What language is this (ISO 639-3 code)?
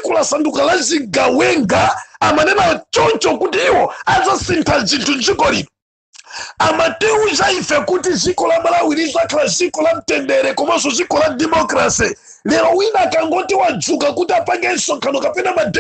nya